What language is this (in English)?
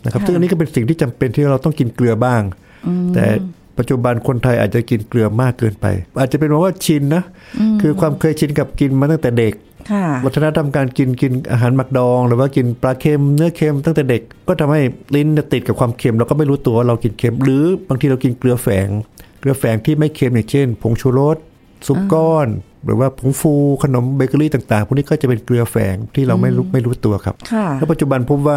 Thai